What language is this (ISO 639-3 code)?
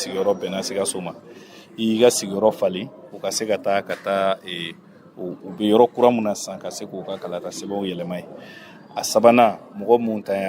bam